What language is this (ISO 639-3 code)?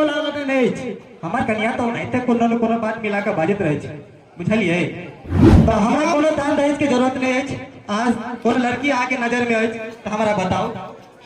mai